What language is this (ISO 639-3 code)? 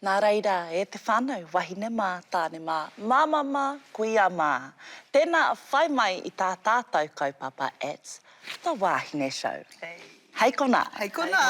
mri